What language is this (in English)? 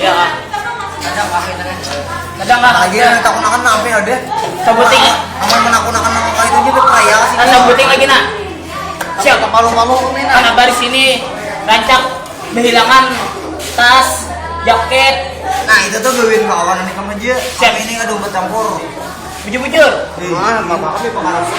Banjar